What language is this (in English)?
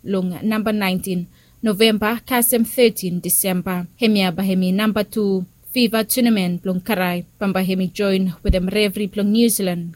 Bislama